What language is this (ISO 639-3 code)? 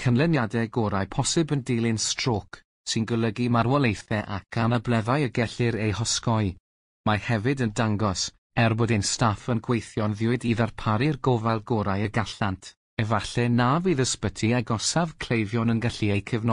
cym